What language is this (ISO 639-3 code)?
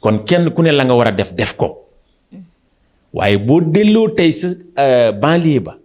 wol